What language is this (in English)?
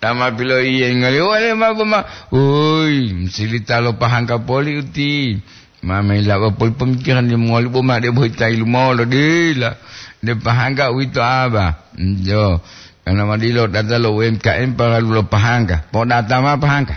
Gorontalo